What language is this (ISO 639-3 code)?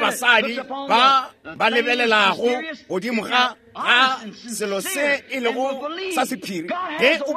nso